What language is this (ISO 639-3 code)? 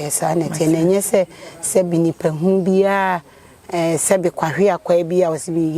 aka